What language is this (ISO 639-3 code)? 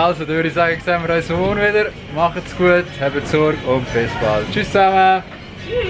gsw